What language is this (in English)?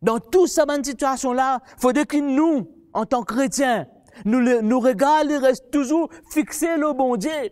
Morisyen